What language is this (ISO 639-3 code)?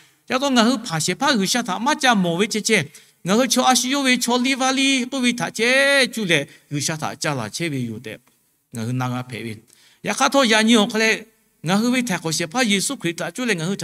lhu